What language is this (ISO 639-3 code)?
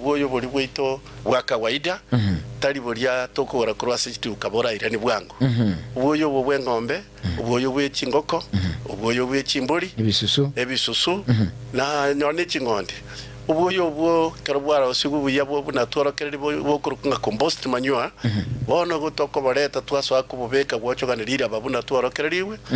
guz